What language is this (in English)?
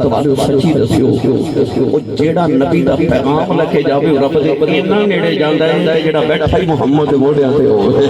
Saraiki